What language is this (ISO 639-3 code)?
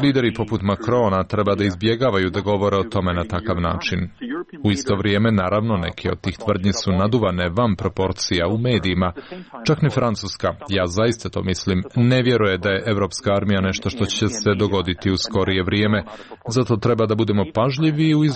srp